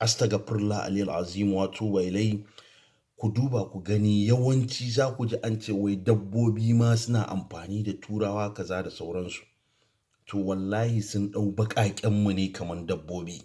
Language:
Hausa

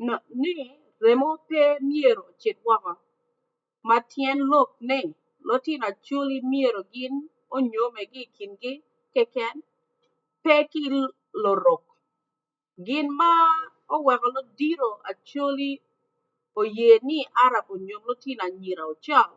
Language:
Acoli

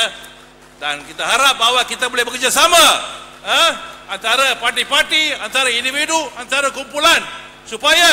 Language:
Malay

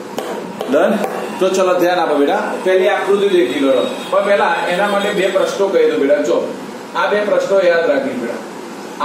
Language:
Gujarati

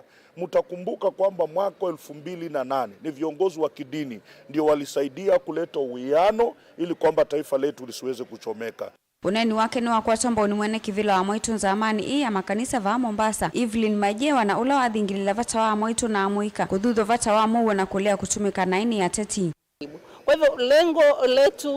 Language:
Kamba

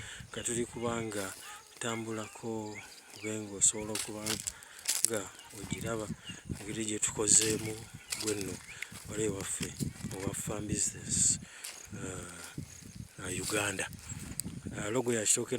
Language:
Ganda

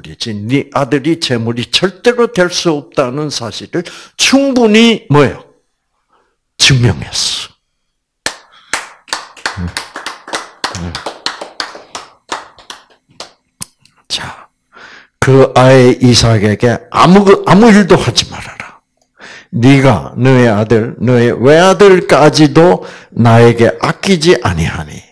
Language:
Korean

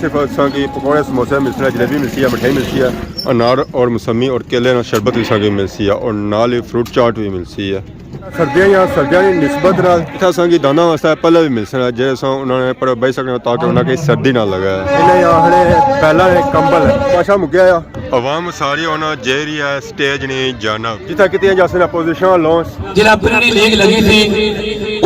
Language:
Pahari-Potwari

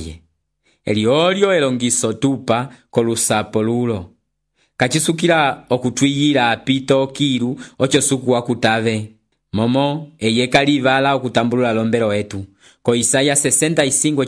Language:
Umbundu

